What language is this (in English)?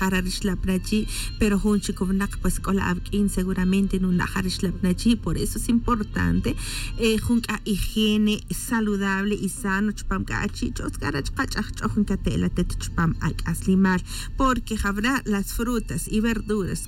Tz'utujil